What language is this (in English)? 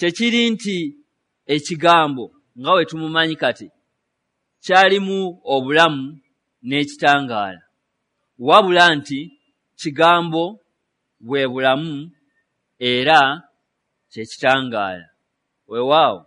Ganda